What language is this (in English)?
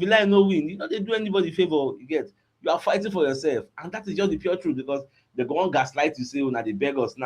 Nigerian Pidgin